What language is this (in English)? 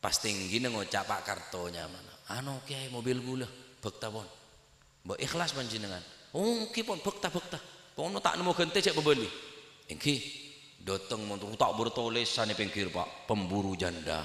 Madurese